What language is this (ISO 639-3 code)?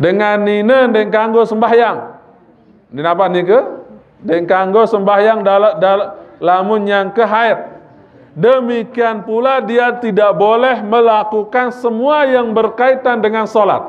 sas